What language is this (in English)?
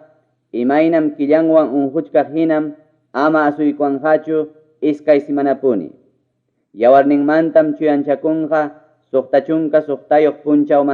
Ayacucho Quechua